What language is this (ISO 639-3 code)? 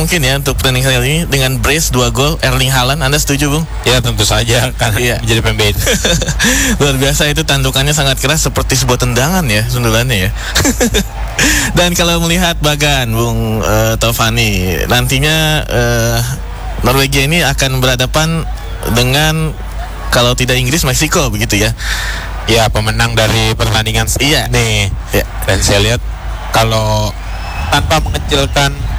ind